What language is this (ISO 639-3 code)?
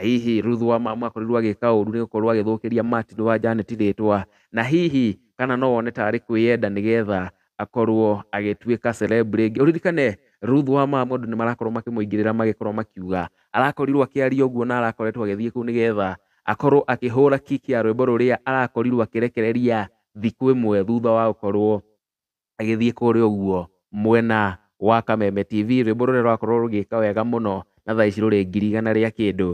kik